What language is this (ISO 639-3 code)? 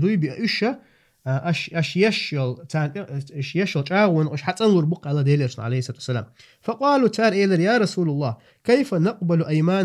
che